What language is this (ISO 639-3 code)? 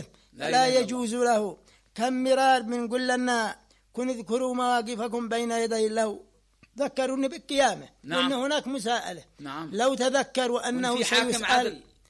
ara